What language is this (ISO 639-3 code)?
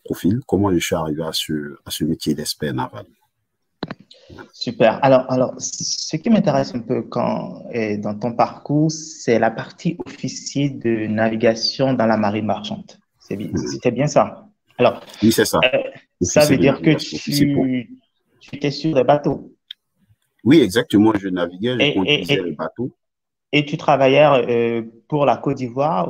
fra